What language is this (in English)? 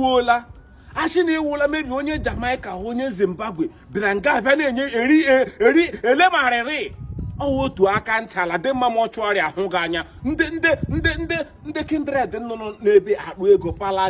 Igbo